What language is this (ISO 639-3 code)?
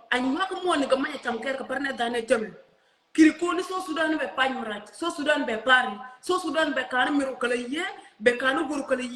nus